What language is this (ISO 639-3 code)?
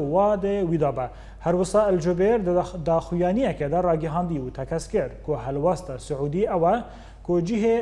kur